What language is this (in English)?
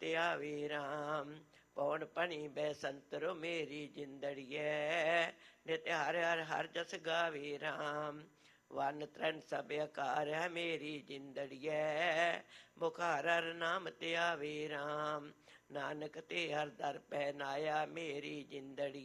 Punjabi